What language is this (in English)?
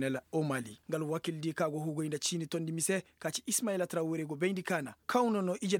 Koyraboro Senni